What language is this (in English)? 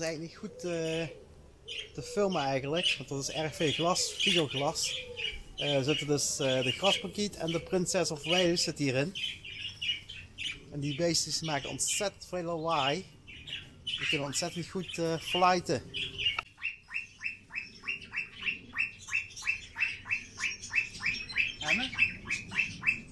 Dutch